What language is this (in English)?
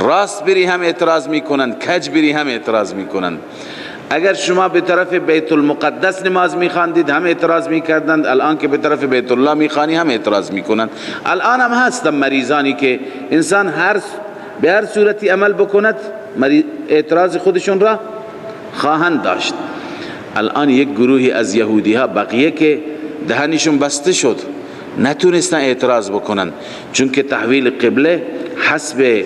Persian